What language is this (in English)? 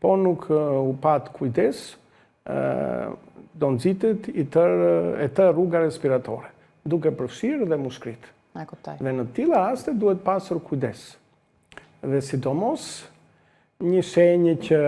Albanian